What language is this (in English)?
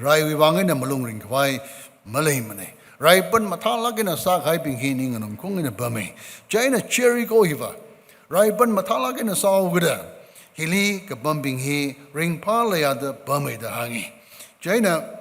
Tangkhul Naga (India)